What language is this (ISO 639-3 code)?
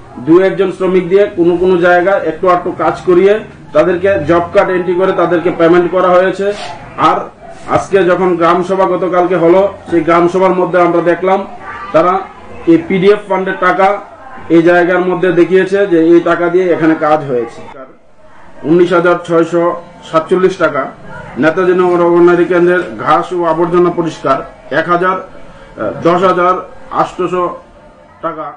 ben